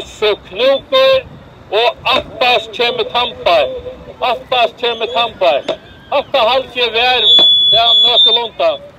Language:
Faroese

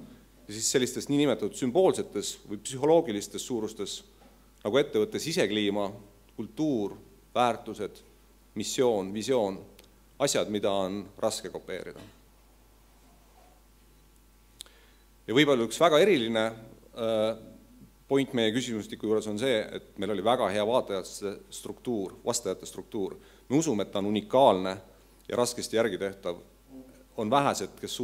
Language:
Estonian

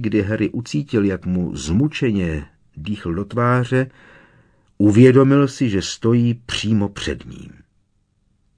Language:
Czech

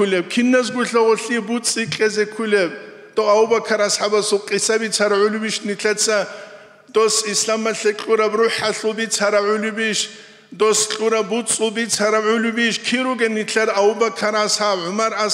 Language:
Avaric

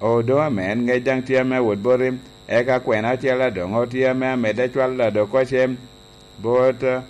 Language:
Lango (Uganda)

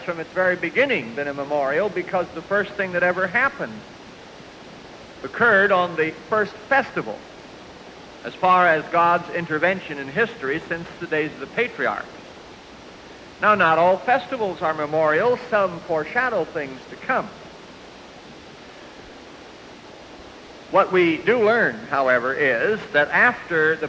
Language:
English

